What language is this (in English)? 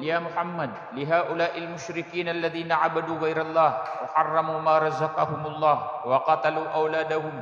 Maranao